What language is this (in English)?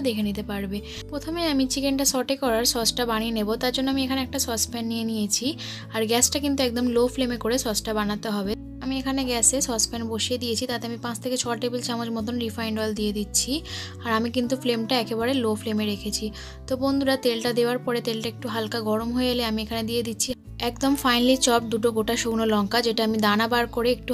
Bangla